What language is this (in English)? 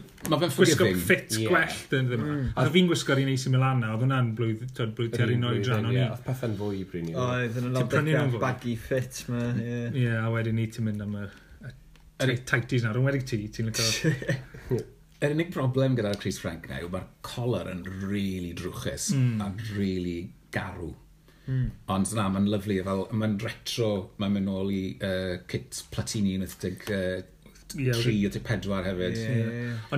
Welsh